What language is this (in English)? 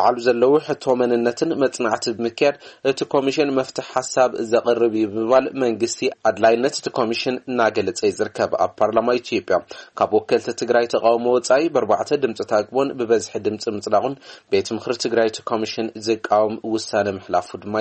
Tigrinya